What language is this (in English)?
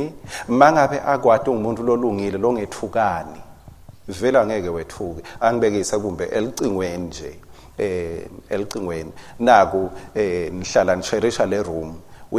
Swati